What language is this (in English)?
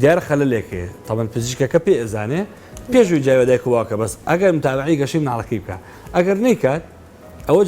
Central Kurdish